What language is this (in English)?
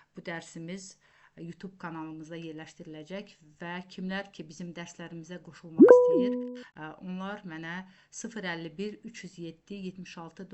Azerbaijani